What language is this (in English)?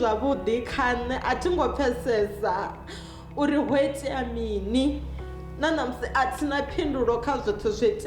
Venda